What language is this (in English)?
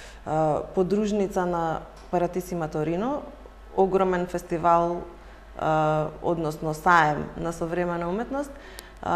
Macedonian